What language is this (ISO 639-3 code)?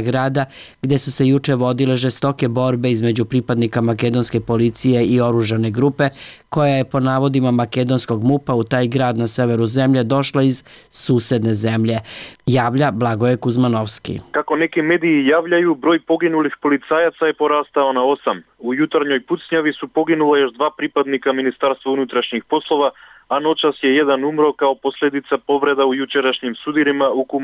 srp